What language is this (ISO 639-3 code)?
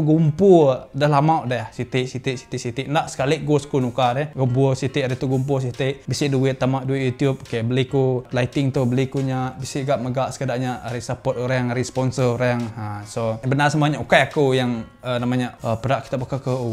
iba